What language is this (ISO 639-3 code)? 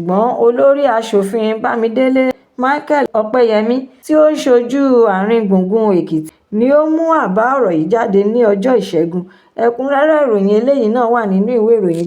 yor